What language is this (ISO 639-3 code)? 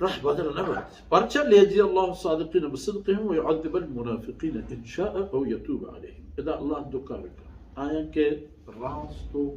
bal